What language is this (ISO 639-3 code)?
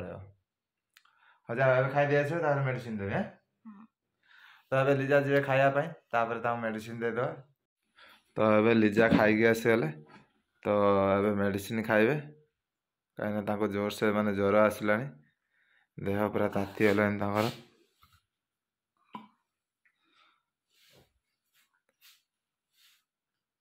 ori